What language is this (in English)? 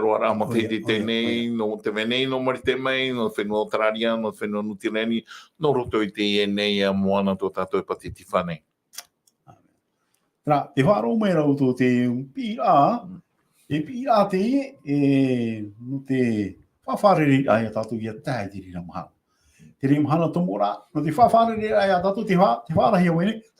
Tahitian